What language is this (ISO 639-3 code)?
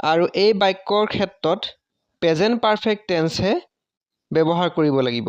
asm